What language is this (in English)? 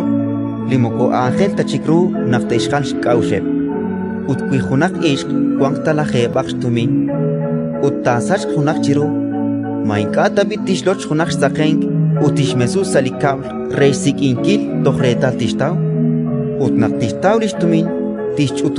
Kekchí